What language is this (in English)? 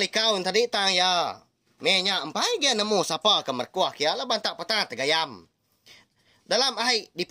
Iban